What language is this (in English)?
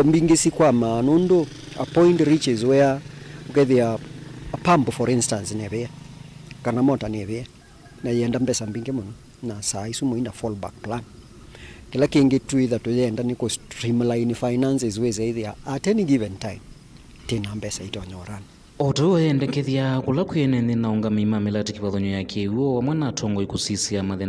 Kamba